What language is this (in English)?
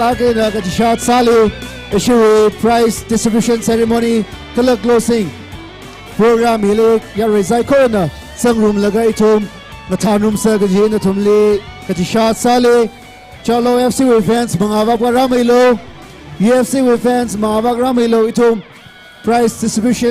Tangkhul Naga (India)